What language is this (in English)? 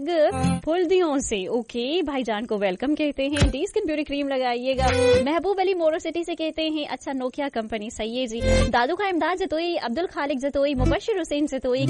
Sindhi